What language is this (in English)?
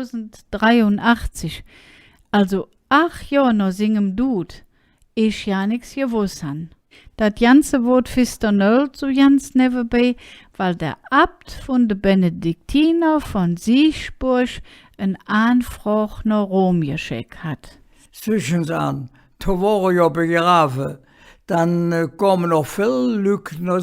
Colognian